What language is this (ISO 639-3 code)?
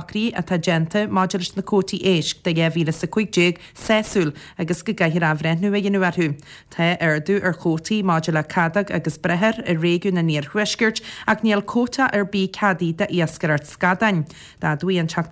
gle